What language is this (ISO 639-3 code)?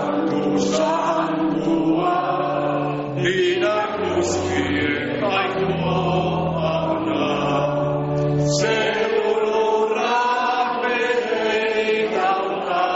eus